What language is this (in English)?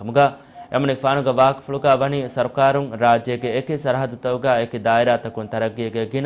Divehi